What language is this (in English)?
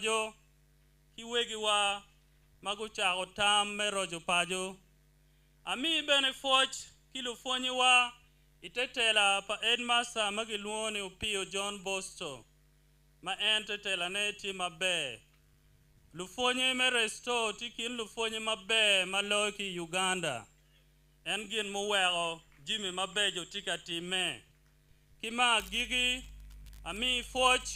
Acoli